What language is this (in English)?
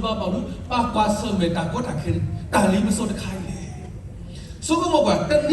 S'gaw Karen